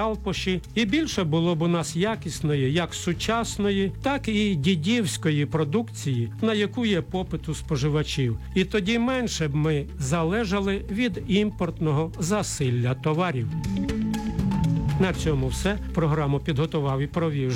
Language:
Ukrainian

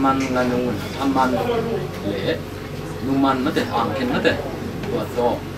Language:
Tedim Chin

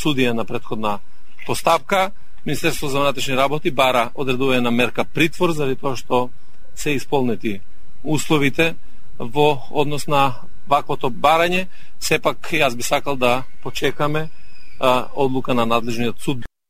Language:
Macedonian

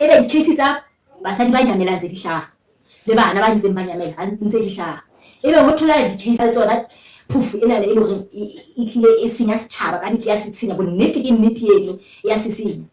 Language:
Southern Sotho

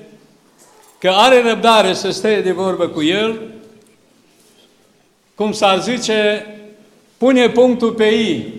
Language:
Romanian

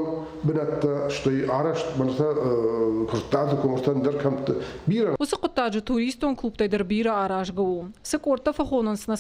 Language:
Ossetic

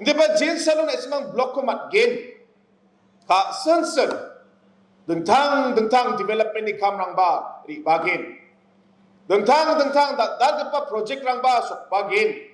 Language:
Garo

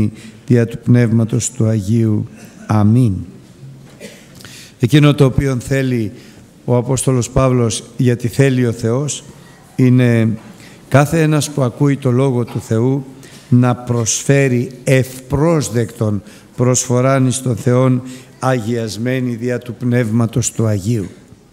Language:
Greek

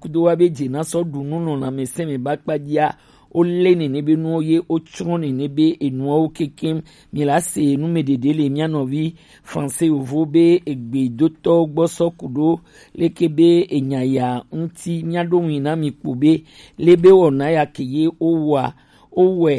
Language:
Gen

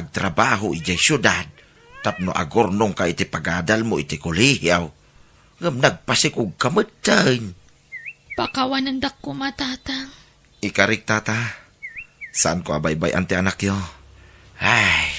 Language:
Iloko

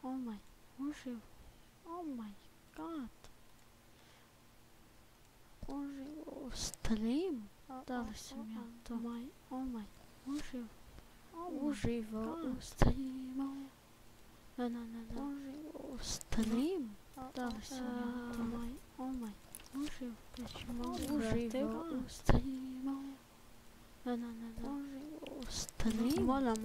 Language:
Croatian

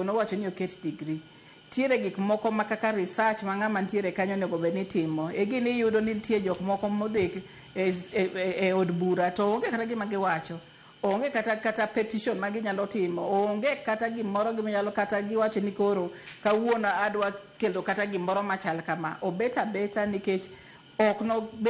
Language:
Luo (Kenya and Tanzania)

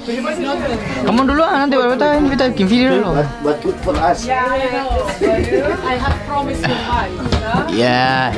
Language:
Ambonese Malay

